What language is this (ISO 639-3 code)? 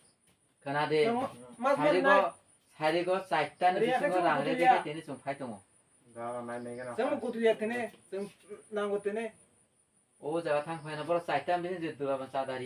trp